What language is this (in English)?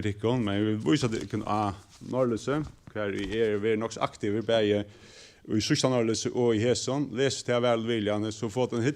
Faroese